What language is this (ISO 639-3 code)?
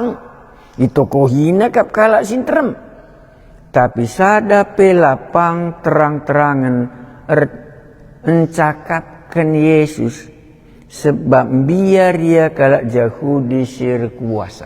btx